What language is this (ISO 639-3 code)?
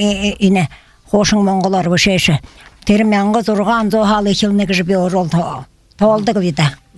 bua